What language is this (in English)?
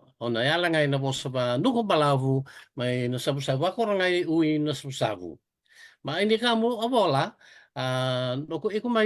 Fijian